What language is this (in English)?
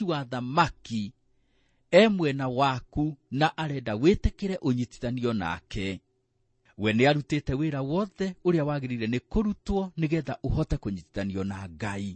Kikuyu